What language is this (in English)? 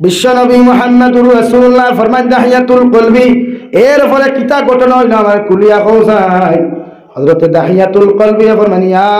Sylheti